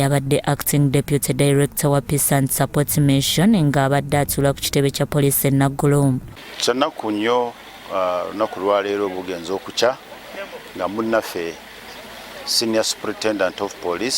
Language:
Ganda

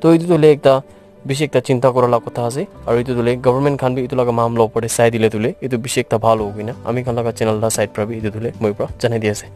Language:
Naga Pidgin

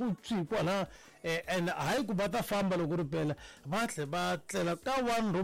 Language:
Tsonga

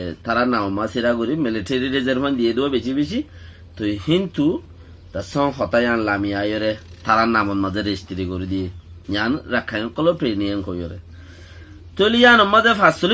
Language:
Rohingya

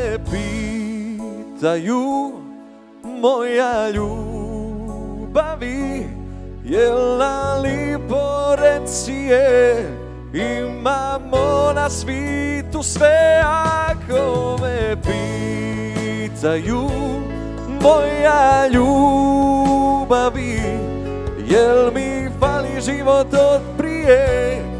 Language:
Bosnian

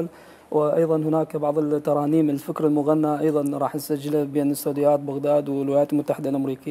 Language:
Mesopotamian Arabic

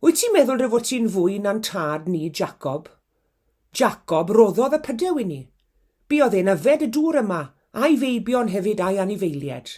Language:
Welsh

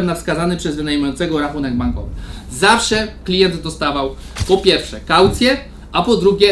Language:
Polish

